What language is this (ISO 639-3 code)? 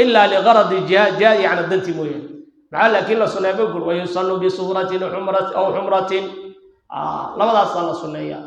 som